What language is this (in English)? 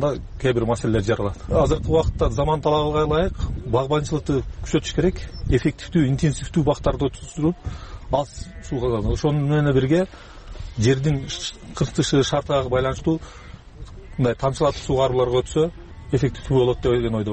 Kyrgyz